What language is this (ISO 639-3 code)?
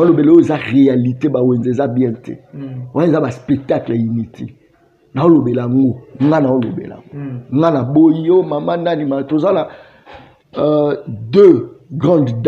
lin